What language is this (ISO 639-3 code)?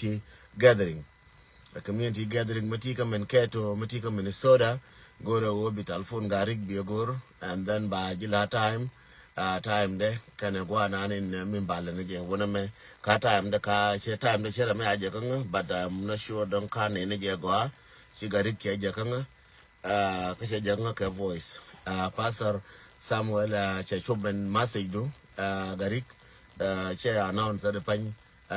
nus